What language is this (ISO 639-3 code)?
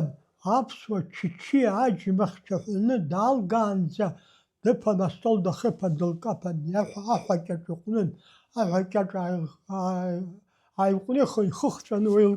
abk